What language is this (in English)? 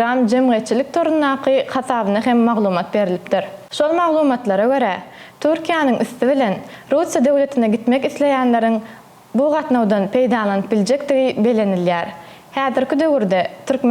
Turkmen